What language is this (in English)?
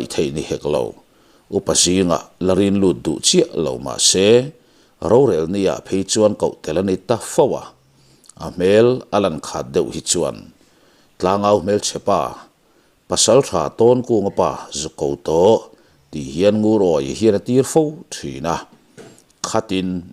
Mizo